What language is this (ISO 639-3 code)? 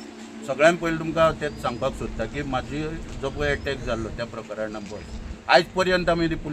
kok